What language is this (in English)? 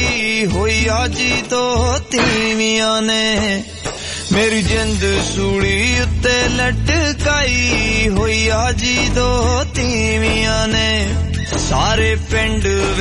Punjabi